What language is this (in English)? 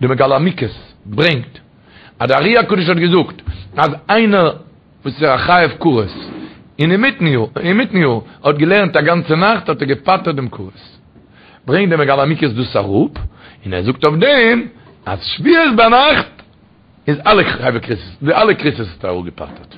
Yiddish